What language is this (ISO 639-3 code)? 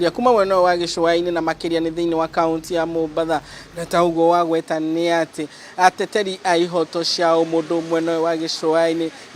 kik